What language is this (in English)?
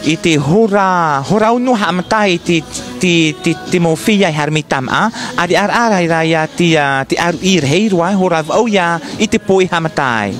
Tahitian